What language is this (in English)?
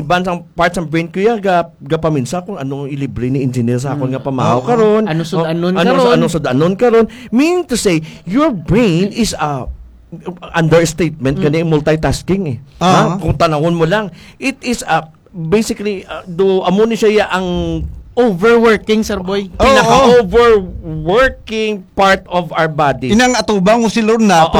Hiligaynon